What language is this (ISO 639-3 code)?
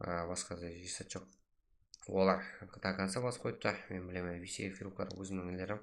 kaa